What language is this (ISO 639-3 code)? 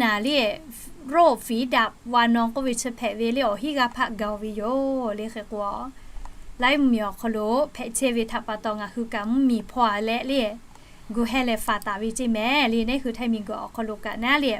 lhu